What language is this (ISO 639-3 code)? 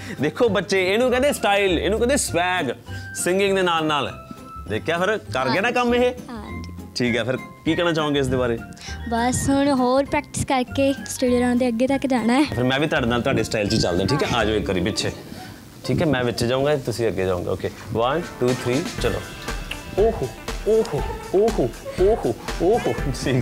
pan